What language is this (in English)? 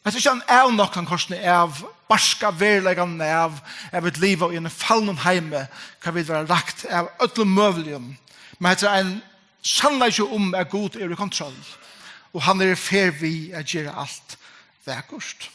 Faroese